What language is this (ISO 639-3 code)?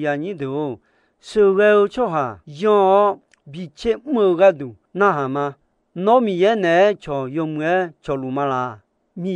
ahk